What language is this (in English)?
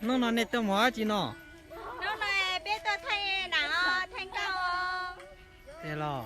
Hmong